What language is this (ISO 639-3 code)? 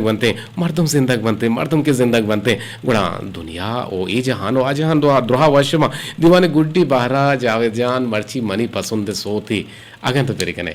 bgp